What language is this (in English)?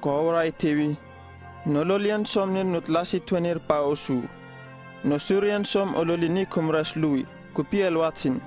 Uripiv-Wala-Rano-Atchin